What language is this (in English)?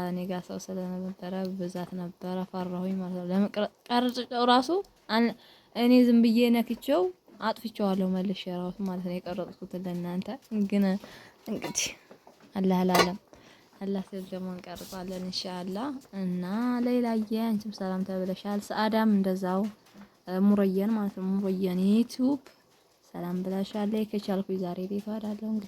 Amharic